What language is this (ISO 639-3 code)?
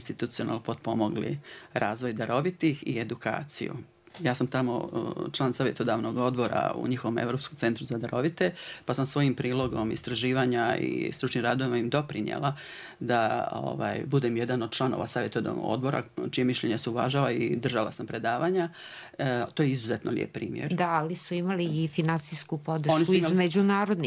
bos